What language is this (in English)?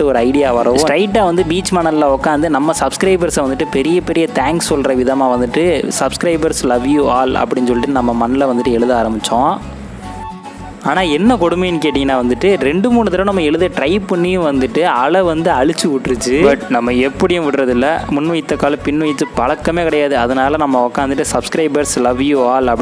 Tamil